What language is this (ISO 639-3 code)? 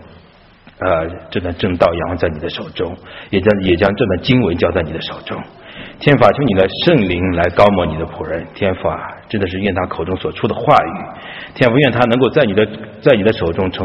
zho